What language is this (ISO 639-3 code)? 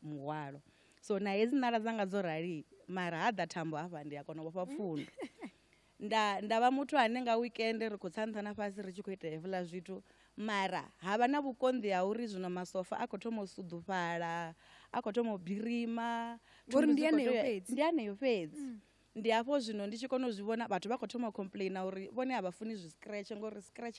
ven